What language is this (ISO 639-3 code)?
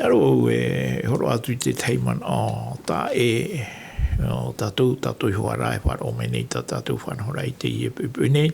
tah